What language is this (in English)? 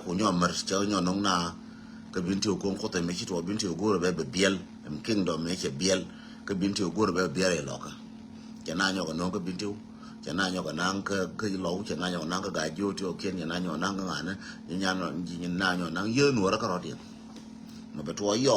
Nuer